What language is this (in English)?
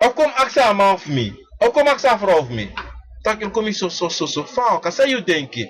Sranan Tongo